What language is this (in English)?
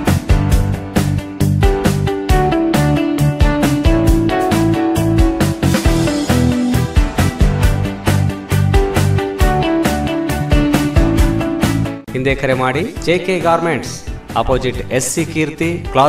Kannada